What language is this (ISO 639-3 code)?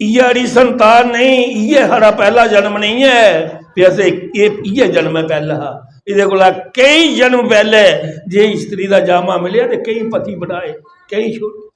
doi